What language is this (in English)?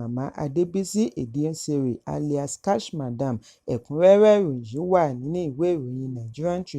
Yoruba